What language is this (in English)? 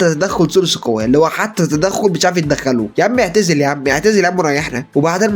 Egyptian Arabic